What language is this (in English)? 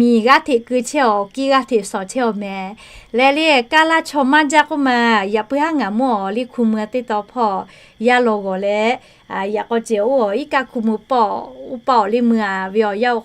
Lahu